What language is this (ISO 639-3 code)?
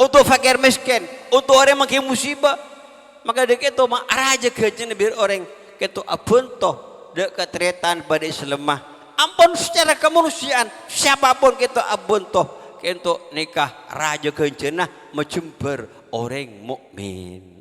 mad